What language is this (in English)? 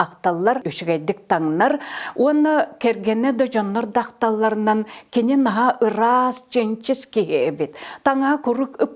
Yakut